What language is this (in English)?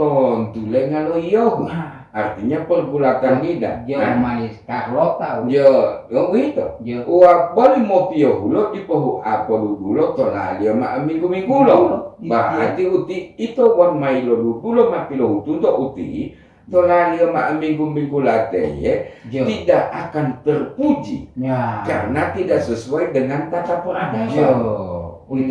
Gorontalo